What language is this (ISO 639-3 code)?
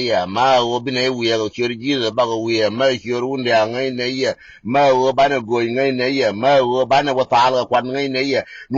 nus